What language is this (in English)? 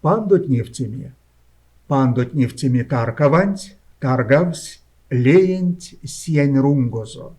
Erzya